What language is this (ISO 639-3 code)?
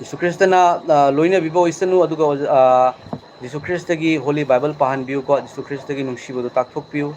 mni